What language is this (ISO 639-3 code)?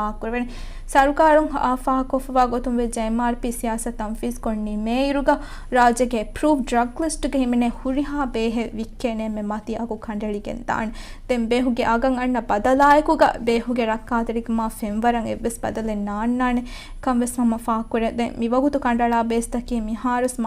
div